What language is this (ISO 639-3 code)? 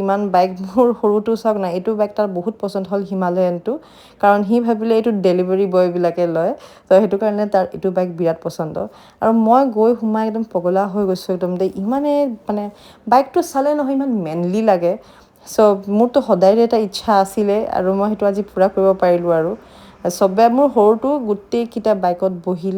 asm